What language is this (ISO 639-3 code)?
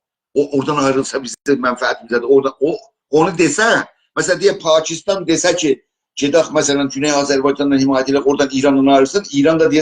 azb